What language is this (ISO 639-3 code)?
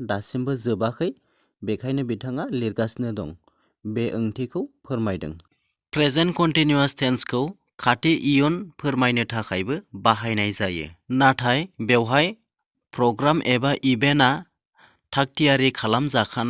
brx